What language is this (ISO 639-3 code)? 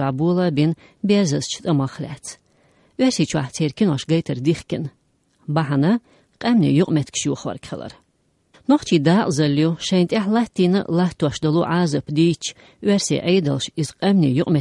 che